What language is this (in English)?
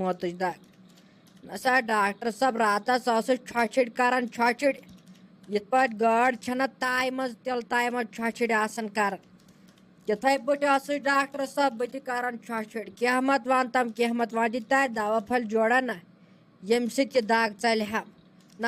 Kashmiri